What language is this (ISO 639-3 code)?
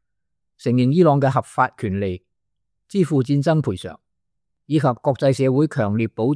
yue